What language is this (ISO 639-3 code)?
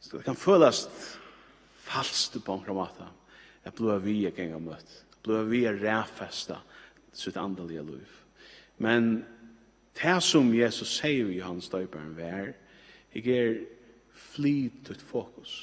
fao